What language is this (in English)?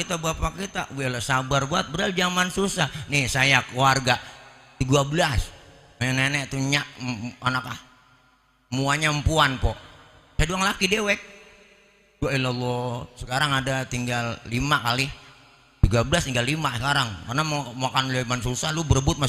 Betawi